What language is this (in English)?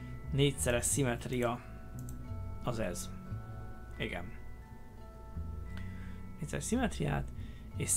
Hungarian